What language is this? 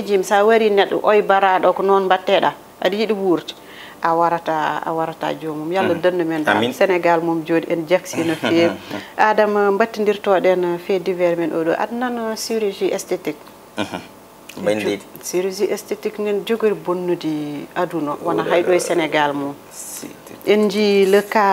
Fula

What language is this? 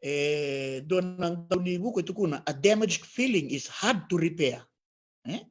Fijian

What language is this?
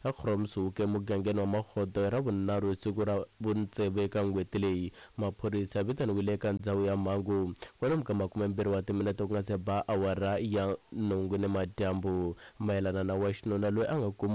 Tsonga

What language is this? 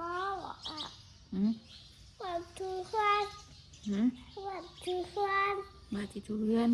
Northeastern Thai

